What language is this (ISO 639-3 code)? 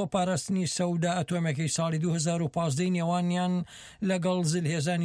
ckb